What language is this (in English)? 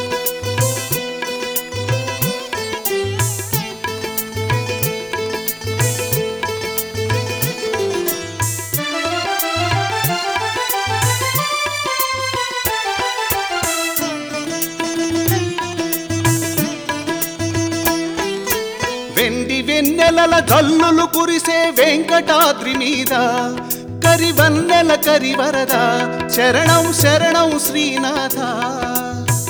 Telugu